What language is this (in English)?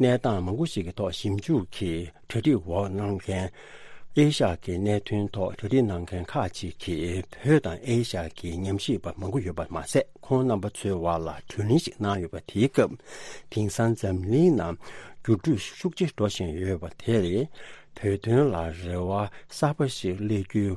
Tibetan